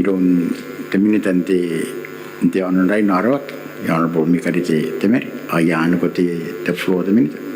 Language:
Gilbertese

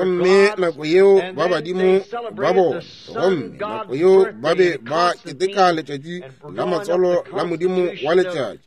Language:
Northern Sotho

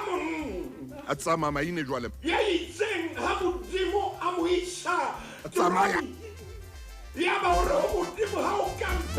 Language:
Southern Sotho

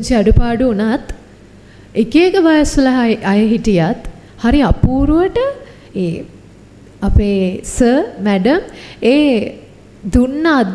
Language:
Sinhala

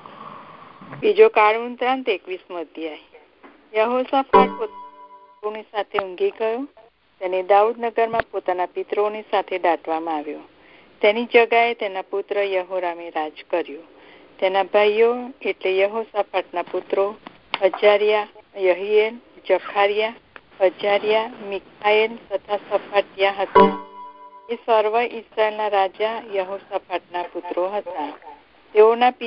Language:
Gujarati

